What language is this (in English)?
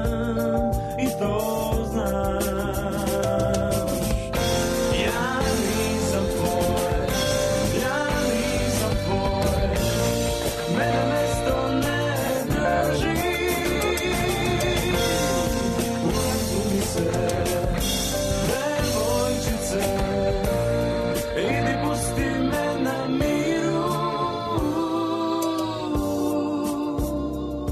Serbian